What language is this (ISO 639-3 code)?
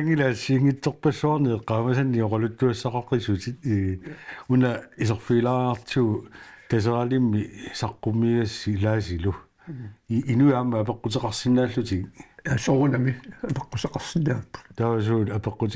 kal